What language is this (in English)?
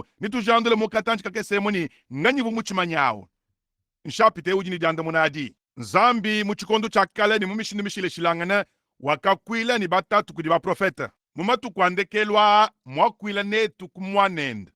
Luba-Lulua